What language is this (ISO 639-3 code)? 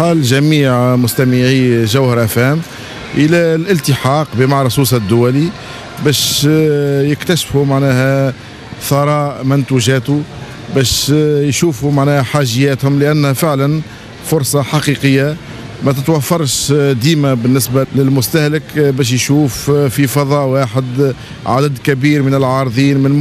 aeb